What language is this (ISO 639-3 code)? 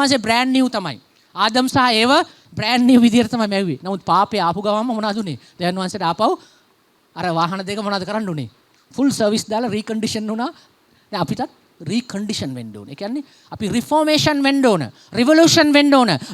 sin